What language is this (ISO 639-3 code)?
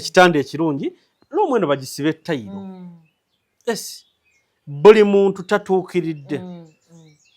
lug